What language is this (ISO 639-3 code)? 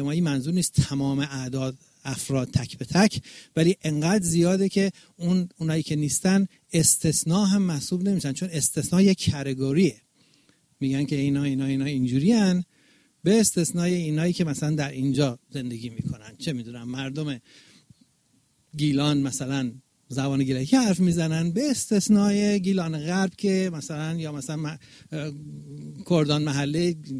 fas